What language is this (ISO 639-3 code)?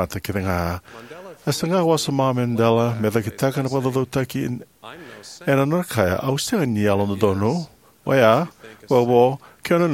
fij